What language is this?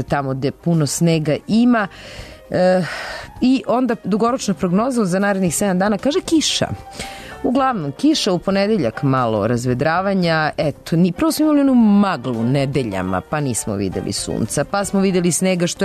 Serbian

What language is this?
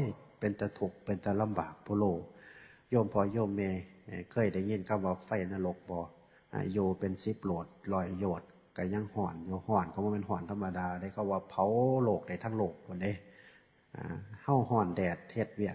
Northeastern Thai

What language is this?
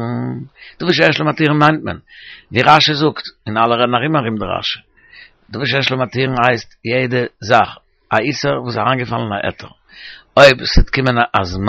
Yiddish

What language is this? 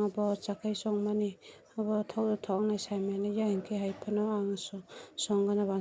Kok Borok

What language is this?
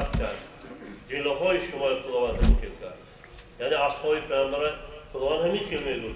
Tajik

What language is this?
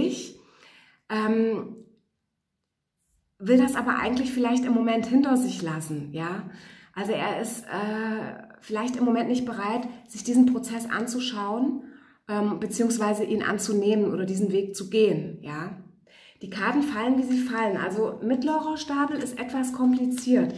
German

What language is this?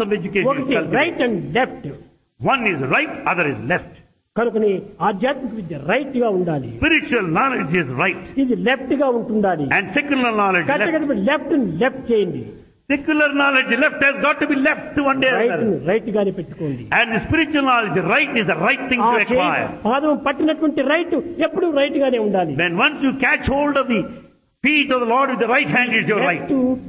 Telugu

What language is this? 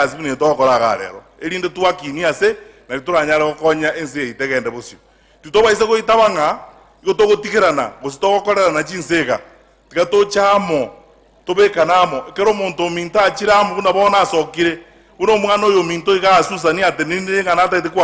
Gusii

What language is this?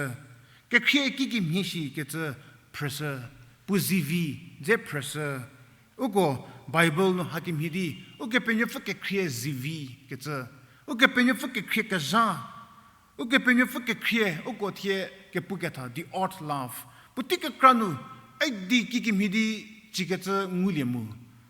Angami Naga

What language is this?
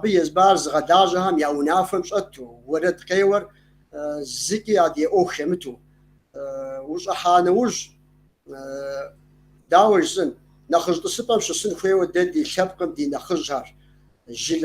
Kabardian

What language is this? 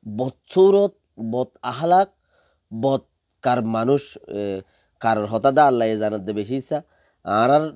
Rohingya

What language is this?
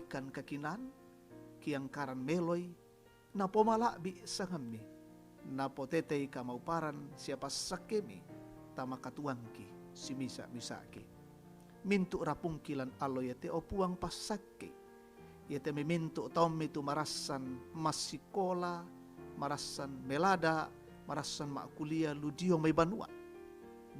Toraja-Sa'dan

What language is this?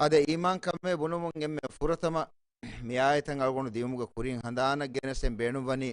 Divehi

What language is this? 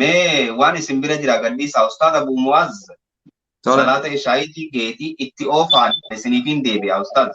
Oromo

